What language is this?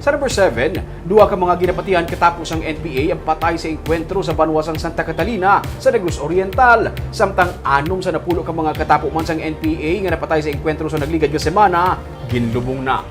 Hiligaynon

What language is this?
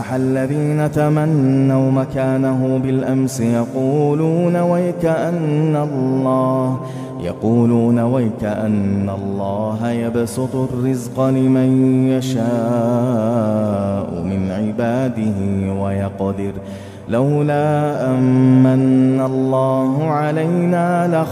Arabic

